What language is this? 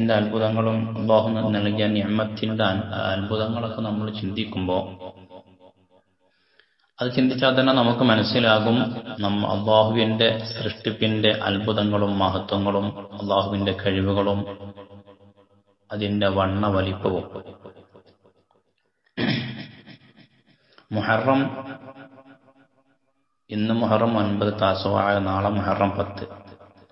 Malayalam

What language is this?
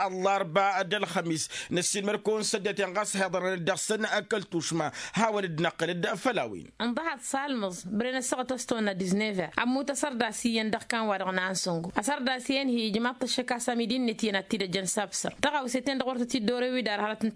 Tamasheq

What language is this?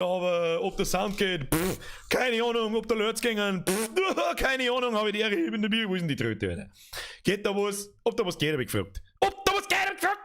Bavarian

